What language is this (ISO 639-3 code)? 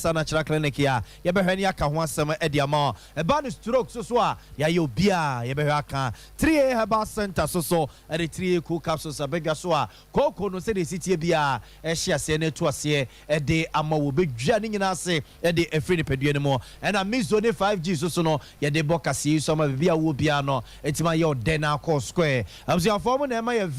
aka